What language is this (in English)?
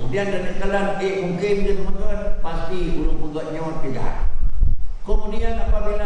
Achinese